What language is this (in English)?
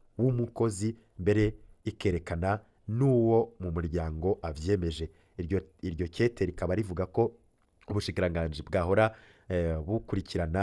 Rundi